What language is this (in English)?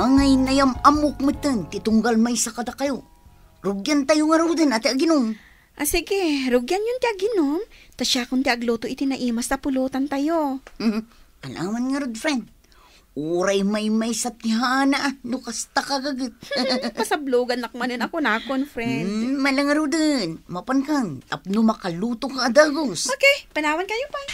Iloko